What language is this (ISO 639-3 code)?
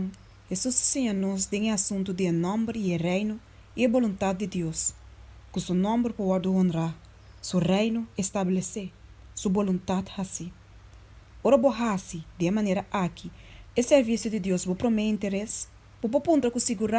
pap